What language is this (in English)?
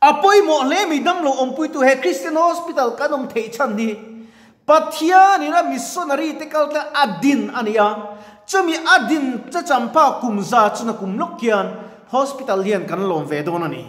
Mizo